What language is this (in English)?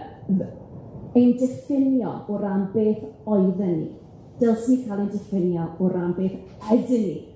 Welsh